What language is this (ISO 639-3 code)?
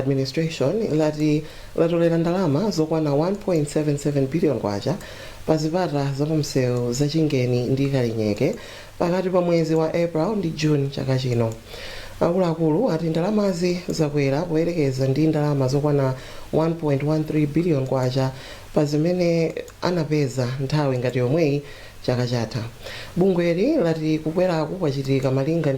nya